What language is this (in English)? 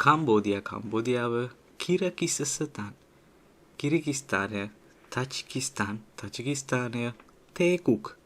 Sinhala